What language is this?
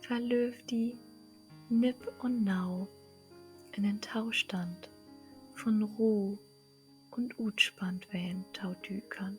Low German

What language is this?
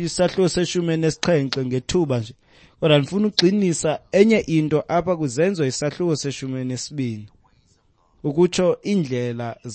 Xhosa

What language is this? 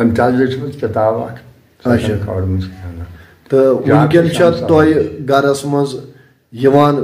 Kashmiri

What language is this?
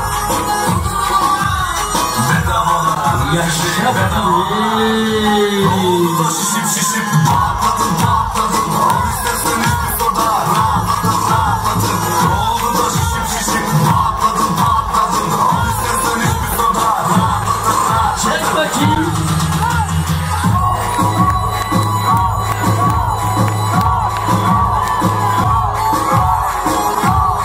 Turkish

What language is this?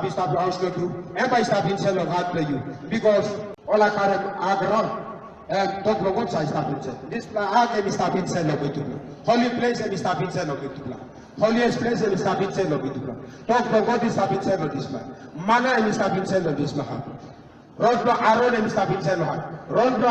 Tok Pisin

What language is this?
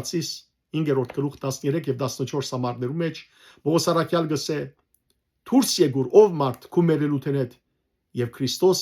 Western Armenian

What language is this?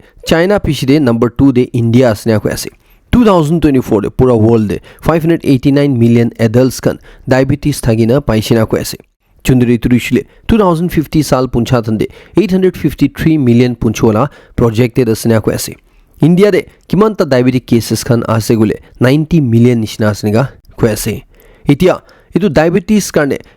Naga Pidgin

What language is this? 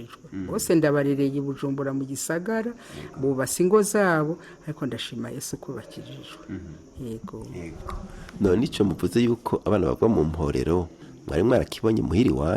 Rundi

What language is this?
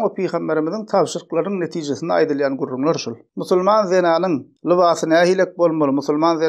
Turkmen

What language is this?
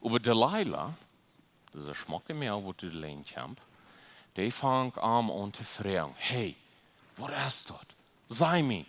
Plautdietsch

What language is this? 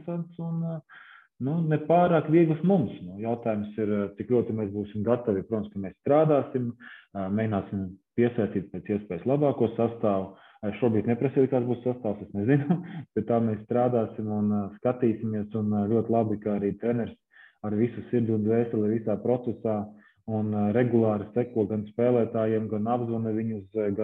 Latvian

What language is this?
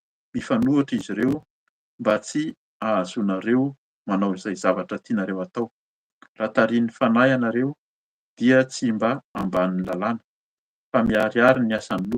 Malagasy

